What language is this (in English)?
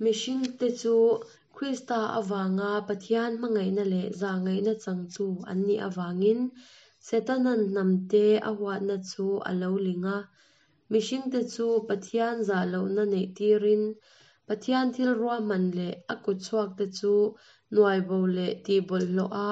Mizo